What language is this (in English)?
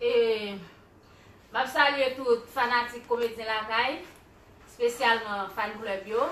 Haitian Creole